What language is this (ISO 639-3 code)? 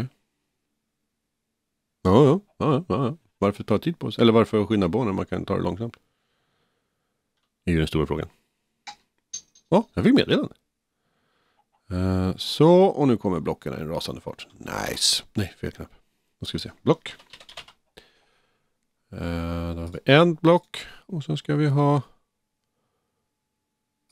swe